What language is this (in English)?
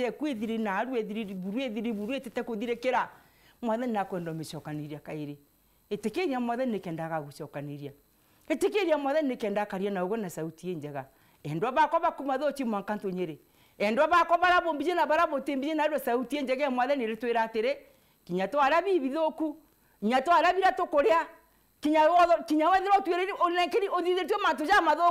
Meru